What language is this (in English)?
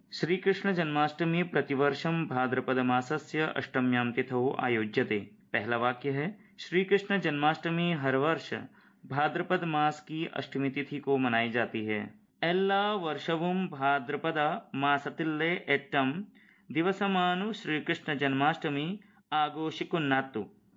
Sanskrit